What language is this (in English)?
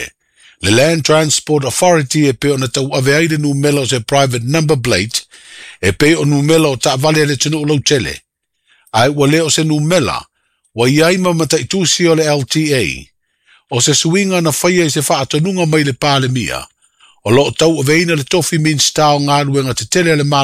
Samoan